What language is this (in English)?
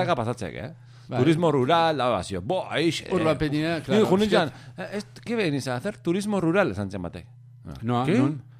Basque